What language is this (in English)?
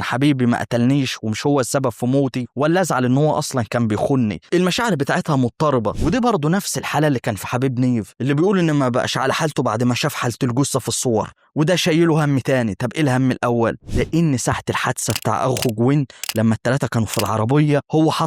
Egyptian Arabic